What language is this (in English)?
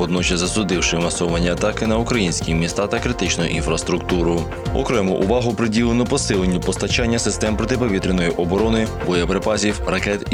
Ukrainian